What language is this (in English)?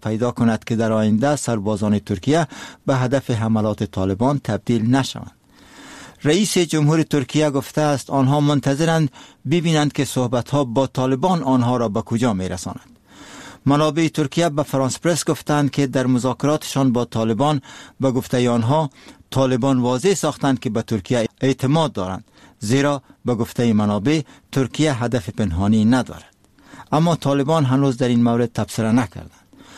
Persian